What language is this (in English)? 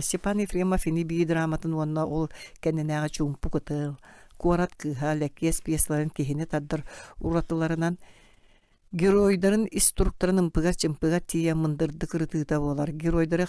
Yakut